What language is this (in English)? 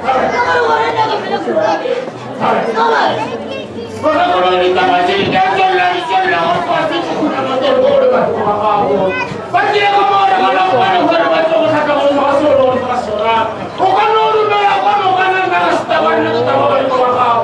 Northern Sotho